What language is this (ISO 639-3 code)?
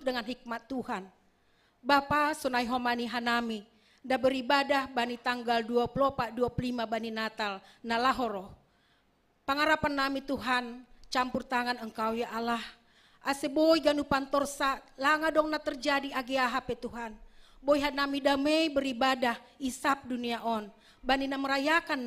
bts